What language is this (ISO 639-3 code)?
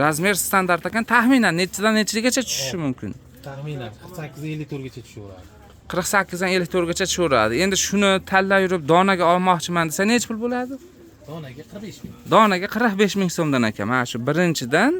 uzb